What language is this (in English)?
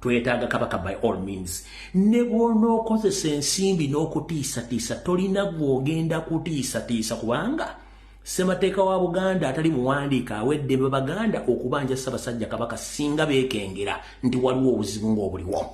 Ganda